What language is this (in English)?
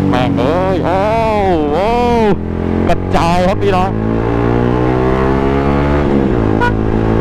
Thai